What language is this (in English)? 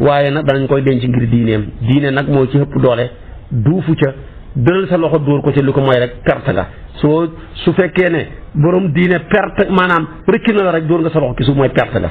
Wolof